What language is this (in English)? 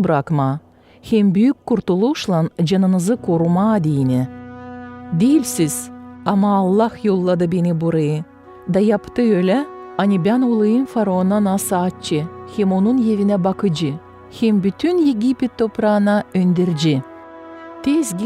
Gagauz